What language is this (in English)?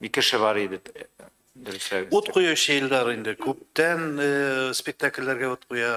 Tatar